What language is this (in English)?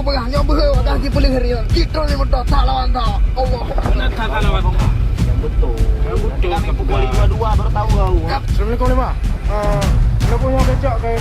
Achinese